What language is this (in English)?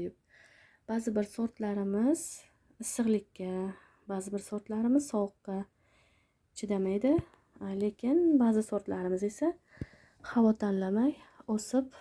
Uzbek